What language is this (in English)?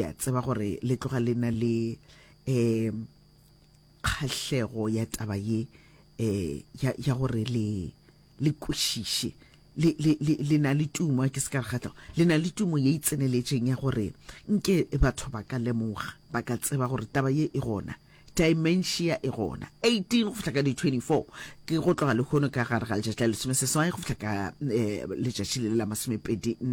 Northern Sotho